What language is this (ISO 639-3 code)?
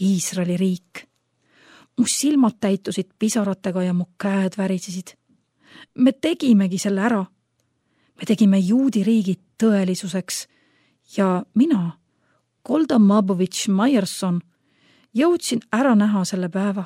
est